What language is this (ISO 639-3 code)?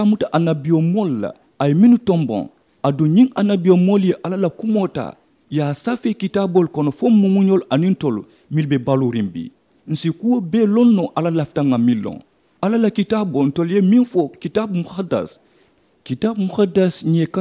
man